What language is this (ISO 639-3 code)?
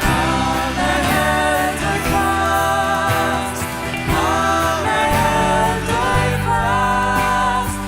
fao